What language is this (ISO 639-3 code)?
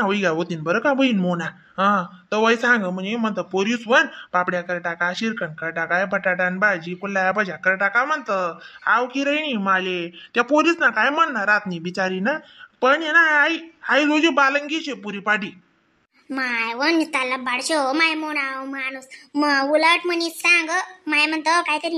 khn